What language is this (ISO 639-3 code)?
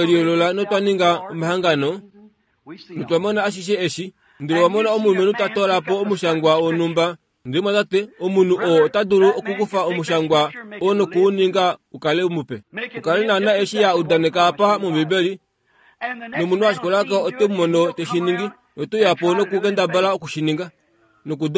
kua